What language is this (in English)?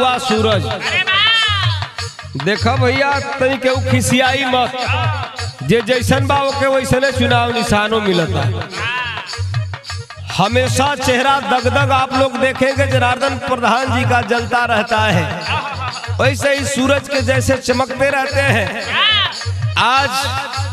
Bhojpuri